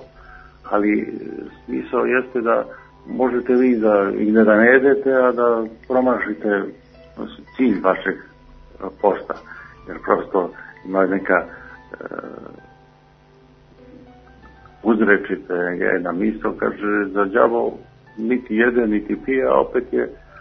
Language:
Serbian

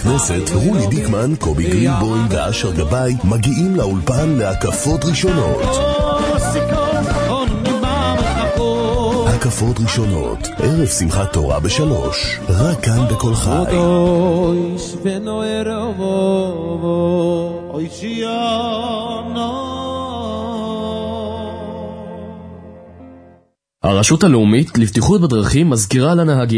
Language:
Hebrew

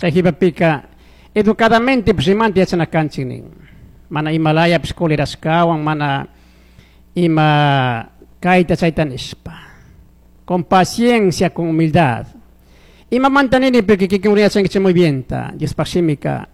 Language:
Chimborazo Highland Quichua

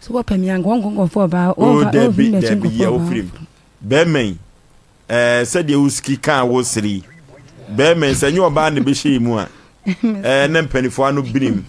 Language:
Akan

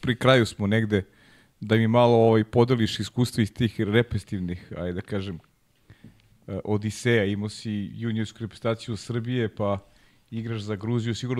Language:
Serbian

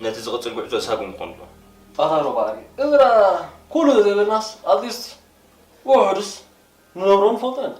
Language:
Tigrinya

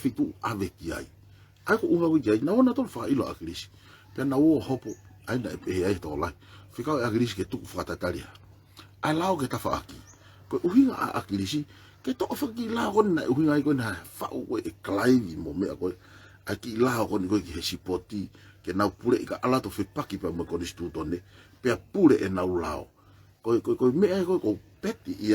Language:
Tongan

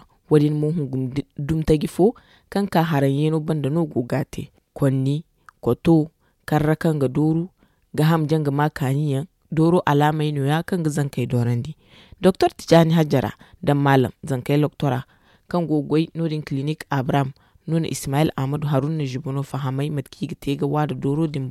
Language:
Zarma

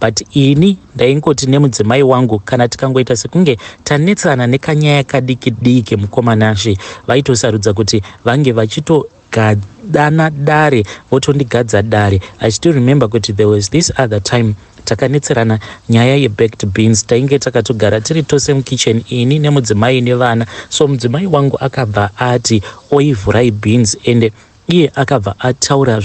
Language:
Shona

